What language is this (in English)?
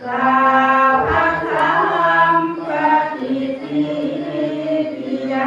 Pali